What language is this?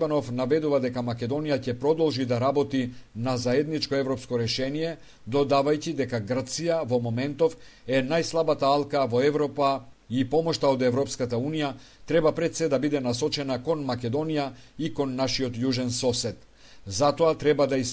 Macedonian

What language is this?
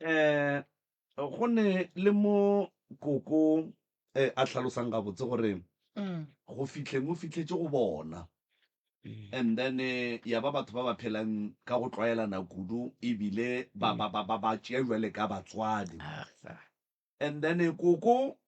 Northern Sotho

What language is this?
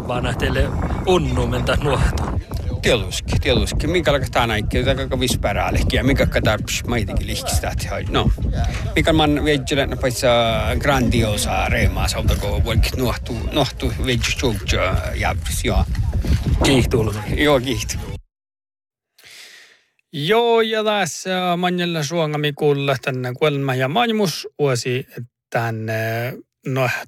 Northern Sami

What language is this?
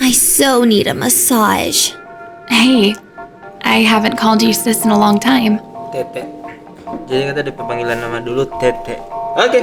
Manado Malay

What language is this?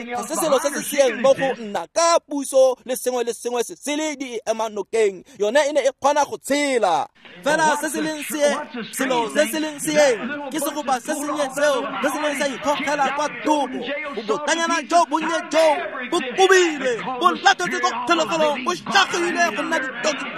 Tswana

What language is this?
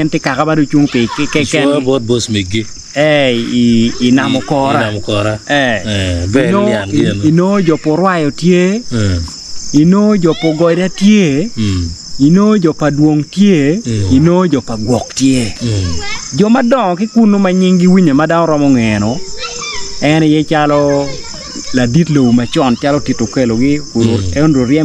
Acoli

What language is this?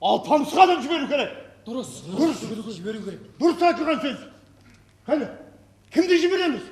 Kara-Kalpak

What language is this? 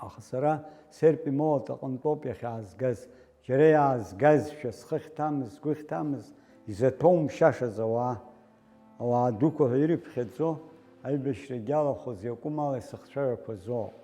Abkhazian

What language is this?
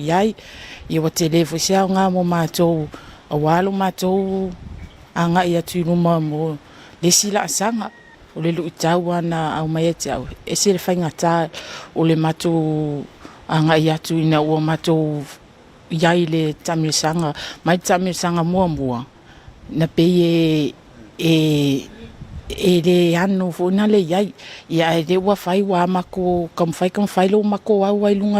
Samoan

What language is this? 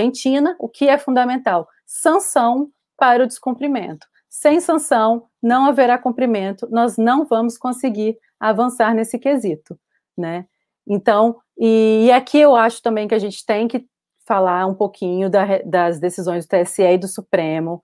Portuguese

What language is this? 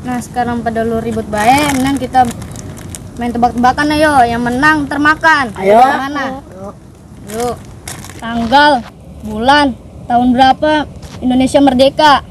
Betawi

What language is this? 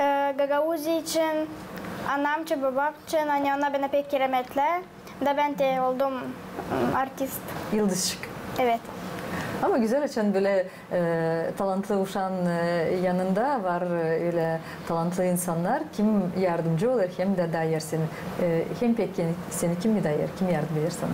Gagauz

